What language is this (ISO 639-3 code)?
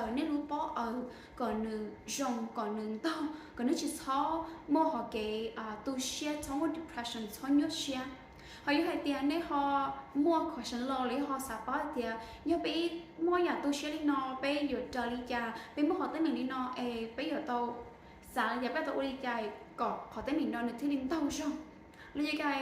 hmn